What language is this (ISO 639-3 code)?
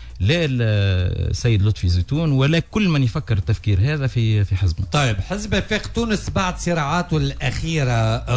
aeb